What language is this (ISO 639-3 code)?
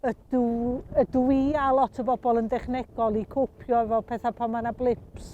cym